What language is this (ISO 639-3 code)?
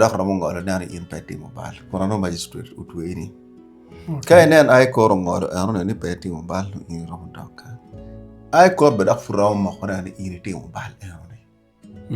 ach